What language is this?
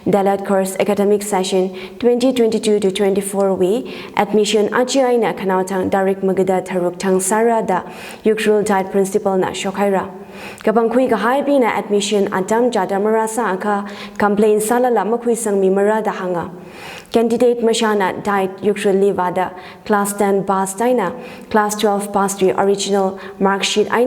Tangkhul Naga (India)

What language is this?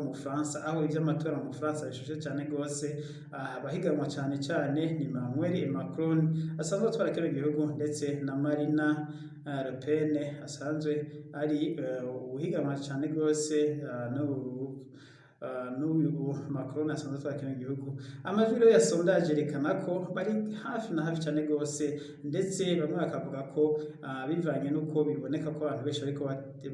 Rundi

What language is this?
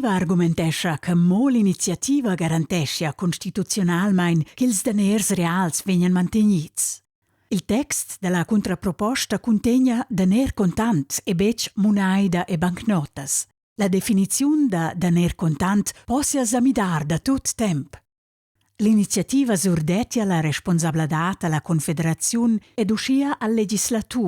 Romansh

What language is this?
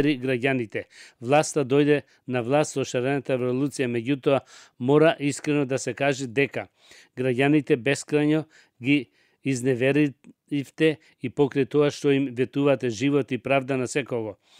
Macedonian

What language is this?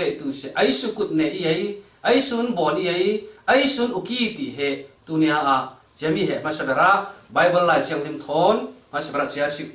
Falam Chin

